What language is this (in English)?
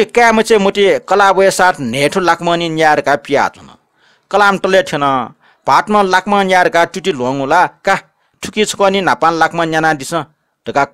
Newari